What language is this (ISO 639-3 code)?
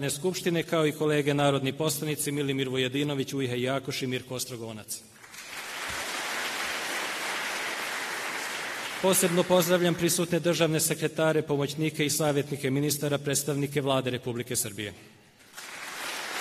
srp